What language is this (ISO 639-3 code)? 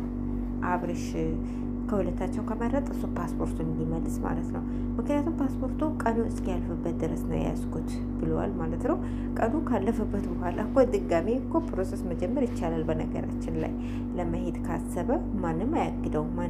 amh